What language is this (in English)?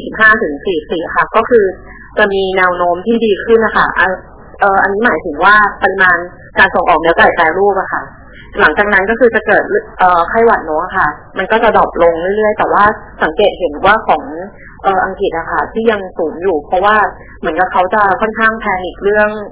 Thai